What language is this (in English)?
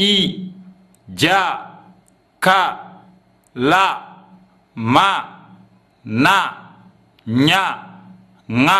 Fula